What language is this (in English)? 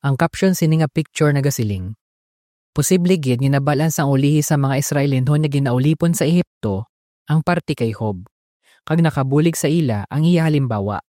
Hiligaynon